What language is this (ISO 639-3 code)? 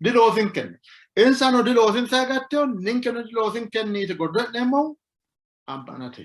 sid